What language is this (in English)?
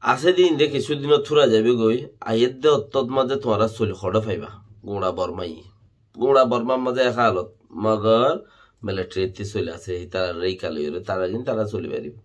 Rohingya